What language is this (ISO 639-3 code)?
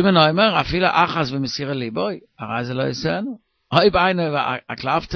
yid